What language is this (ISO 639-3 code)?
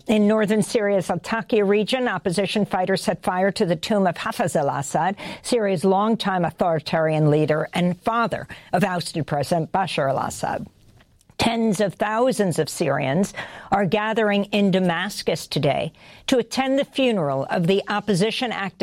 eng